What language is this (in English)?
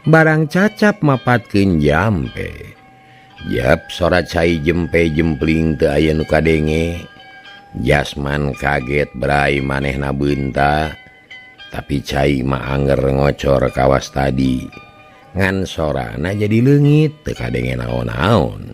Sundanese